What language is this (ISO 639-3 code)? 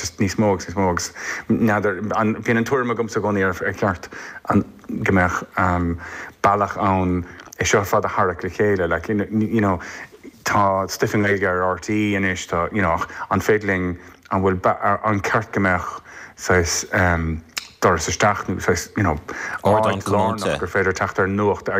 gle